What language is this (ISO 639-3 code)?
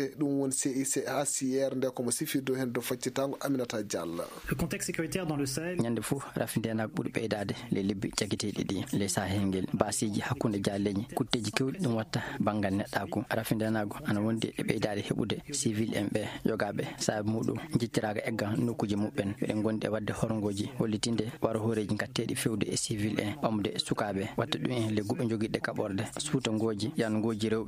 ful